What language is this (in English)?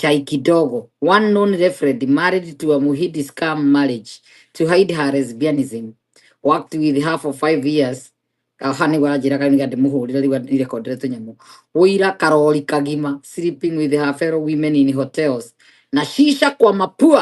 Kikuyu